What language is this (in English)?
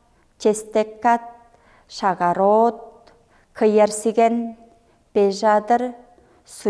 Tuvinian